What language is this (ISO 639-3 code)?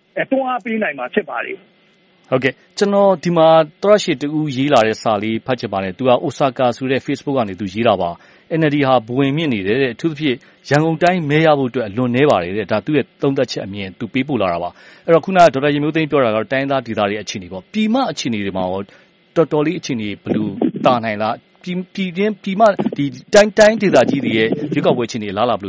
mya